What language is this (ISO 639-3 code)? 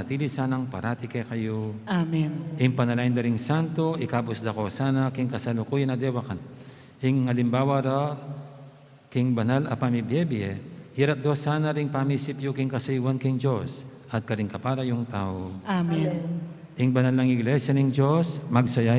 pam